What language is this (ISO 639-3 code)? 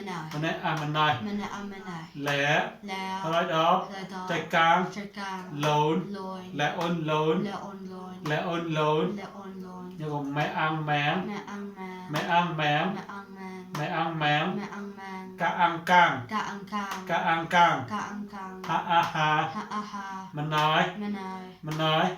mnw